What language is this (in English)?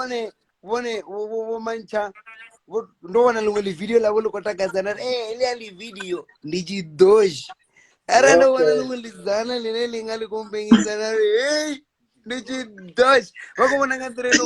Venda